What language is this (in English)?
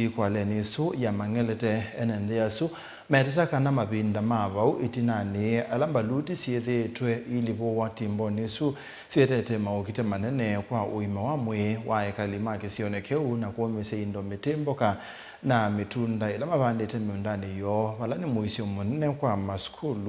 Kamba